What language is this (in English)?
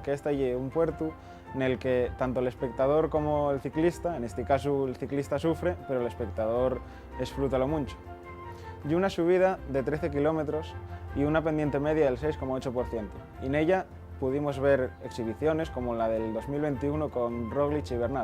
Asturian